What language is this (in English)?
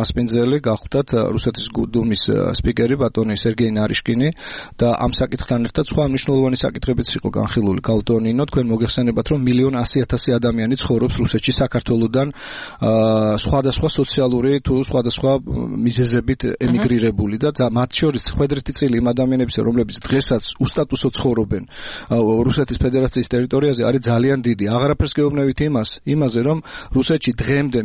Georgian